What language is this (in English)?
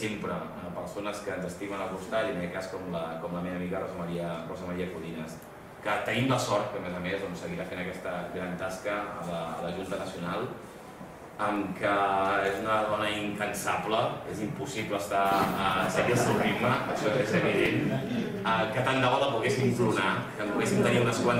Catalan